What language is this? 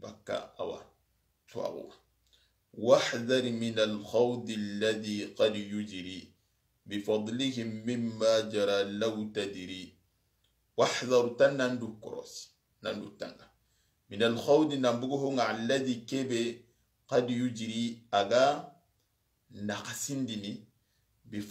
Soninke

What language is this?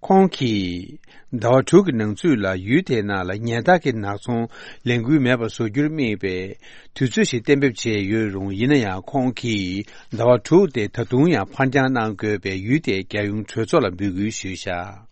Tibetan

